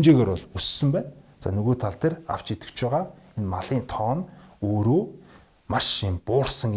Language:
Mongolian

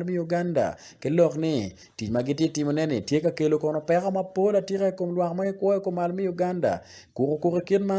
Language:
Acoli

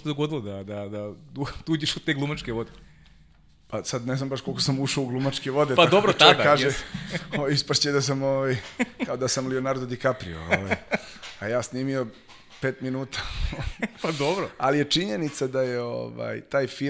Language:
Serbian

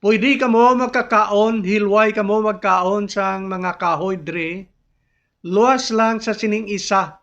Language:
Hiligaynon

